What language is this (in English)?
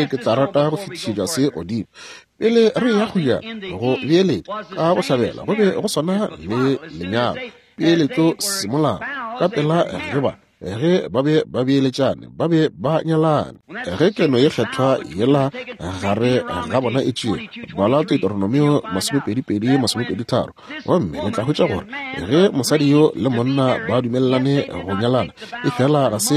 Northern Sotho